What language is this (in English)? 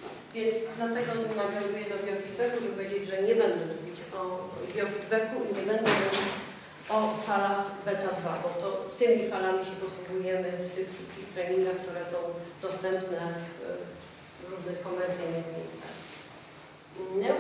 Polish